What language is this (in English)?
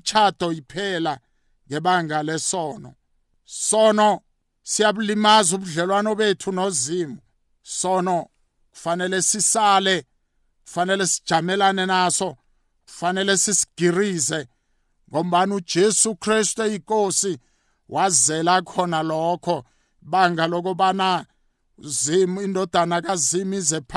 South Ndebele